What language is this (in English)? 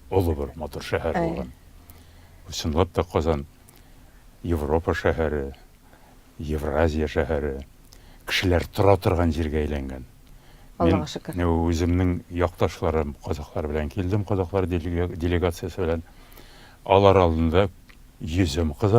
Tatar